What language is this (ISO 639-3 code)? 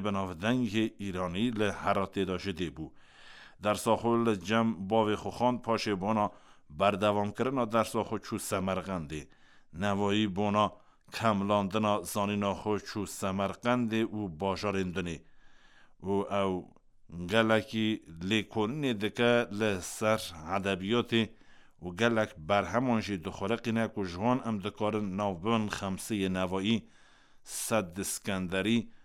kur